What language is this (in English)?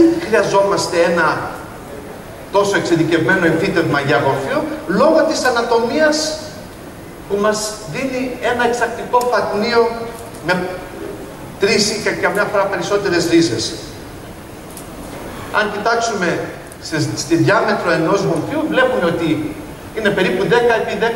Greek